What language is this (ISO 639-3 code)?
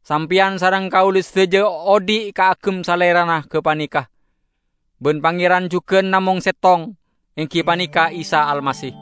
mad